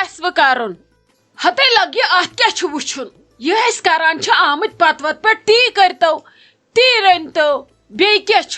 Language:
Kashmiri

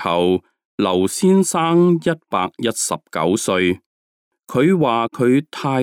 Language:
Cantonese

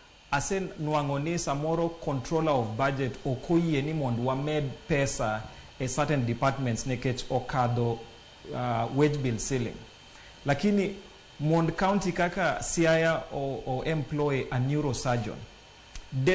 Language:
Luo (Kenya and Tanzania)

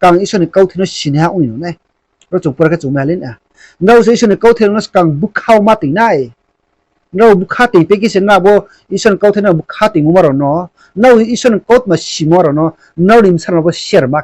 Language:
Riang (India)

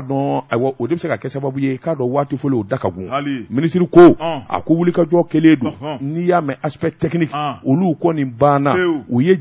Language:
Bambara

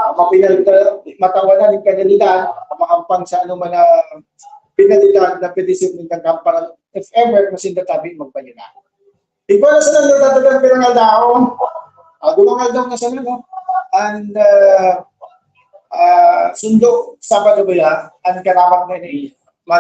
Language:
Bikol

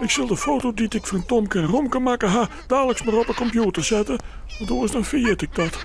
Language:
Western Frisian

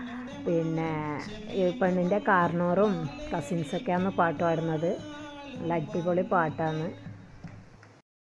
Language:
Malayalam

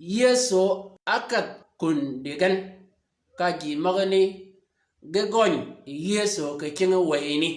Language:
Shilluk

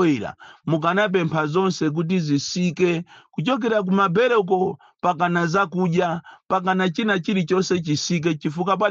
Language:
Nyanja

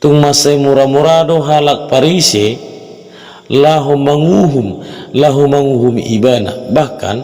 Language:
Batak Toba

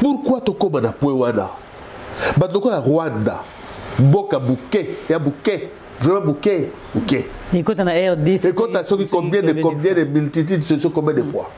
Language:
Lingala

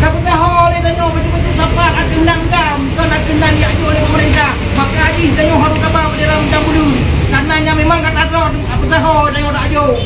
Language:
Achinese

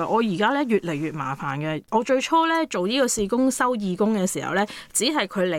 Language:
Cantonese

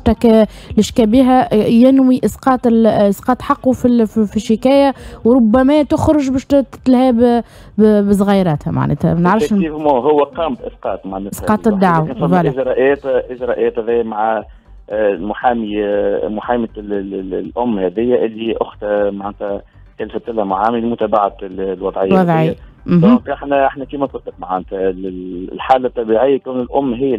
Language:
Tunisian Arabic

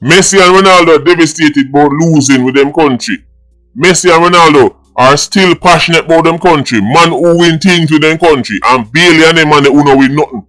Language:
Jamaican Creole English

